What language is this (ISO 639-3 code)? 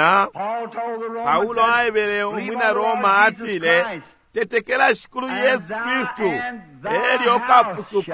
bem